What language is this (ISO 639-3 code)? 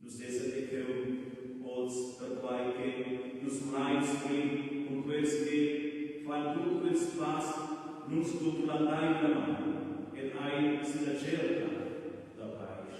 roh